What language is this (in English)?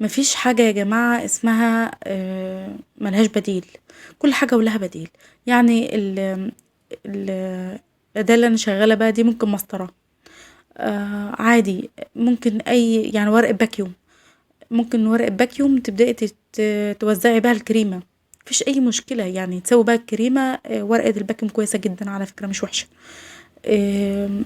Egyptian Arabic